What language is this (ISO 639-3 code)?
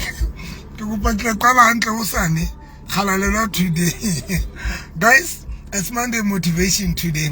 sot